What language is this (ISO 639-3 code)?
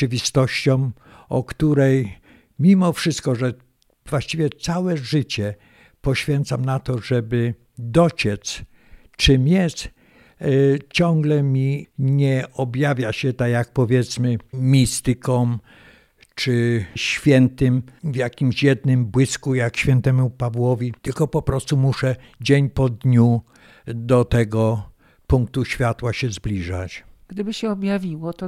pol